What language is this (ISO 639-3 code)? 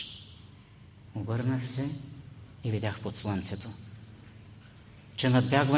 bul